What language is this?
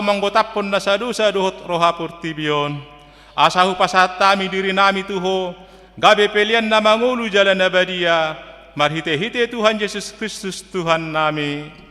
Batak Toba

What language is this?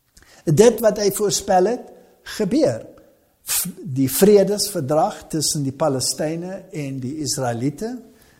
Afrikaans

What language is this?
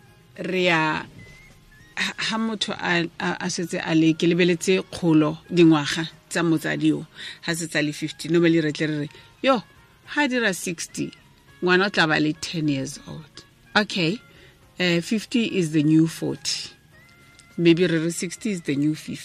Tswana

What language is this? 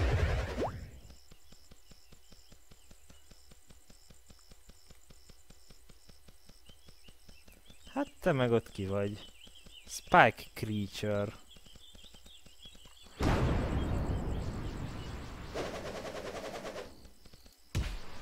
Hungarian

